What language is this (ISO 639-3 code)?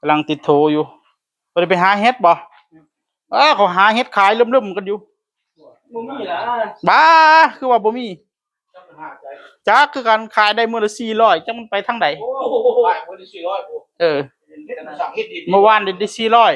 tts